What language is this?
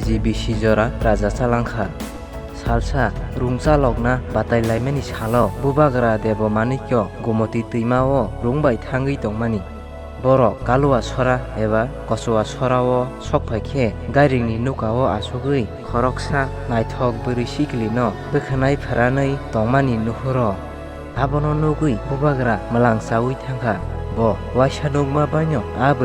Kok Borok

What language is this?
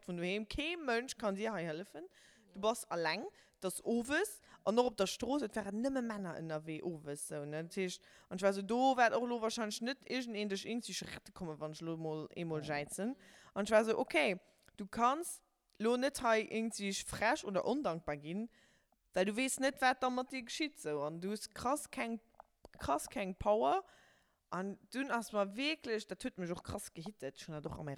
Luxembourgish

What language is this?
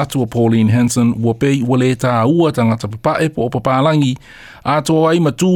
Samoan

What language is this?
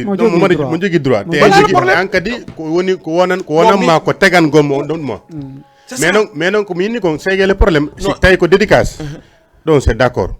Fula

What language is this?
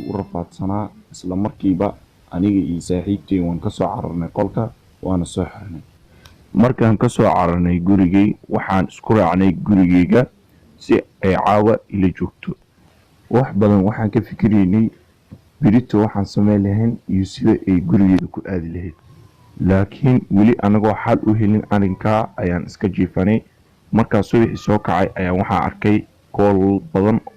Somali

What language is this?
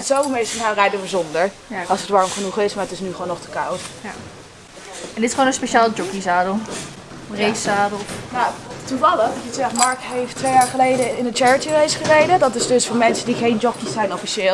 Dutch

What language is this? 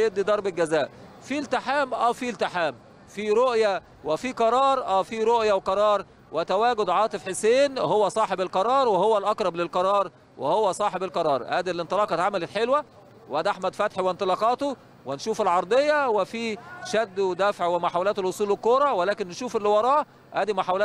Egyptian Arabic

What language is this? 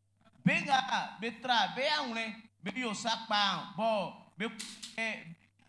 Baoulé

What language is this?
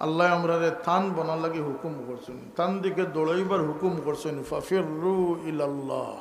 Sylheti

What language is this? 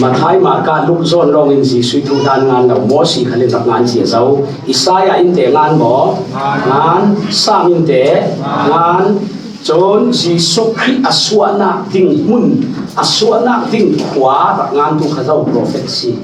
Falam Chin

